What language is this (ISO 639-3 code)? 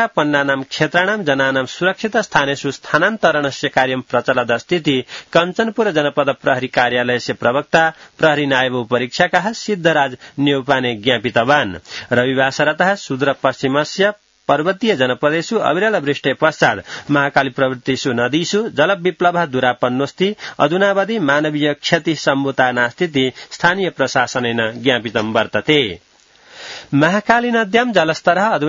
san